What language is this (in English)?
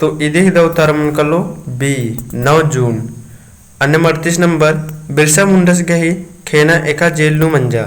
Kurukh